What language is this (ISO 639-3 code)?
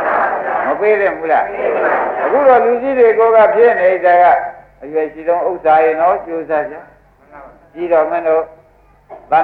mya